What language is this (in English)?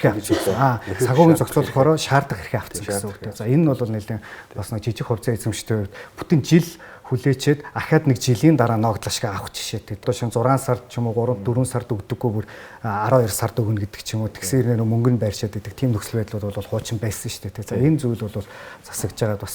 Mongolian